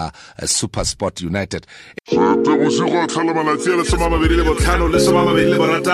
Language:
Southern Sotho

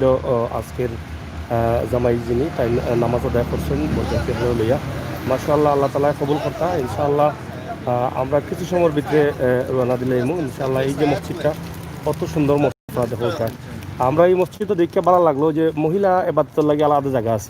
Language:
Sylheti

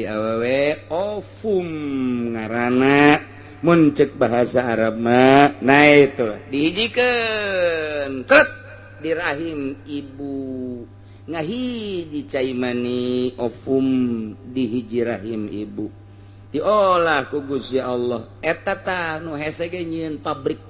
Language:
Sundanese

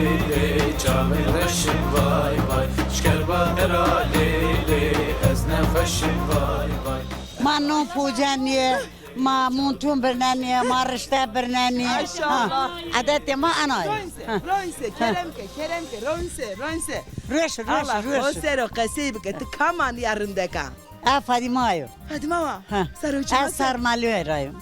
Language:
Zaza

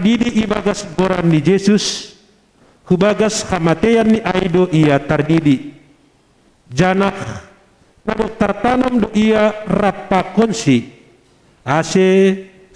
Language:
Batak Simalungun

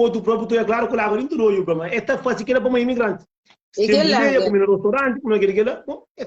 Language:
Kabuverdianu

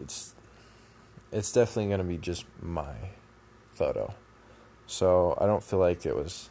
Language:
English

